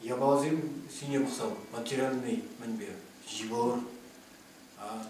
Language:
Chuvash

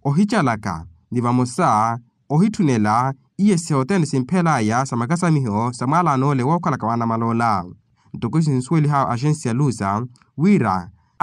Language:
Makhuwa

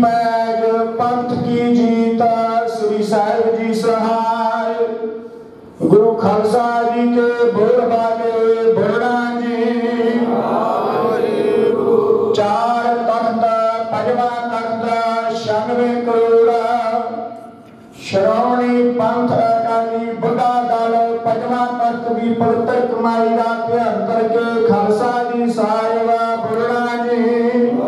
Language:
Punjabi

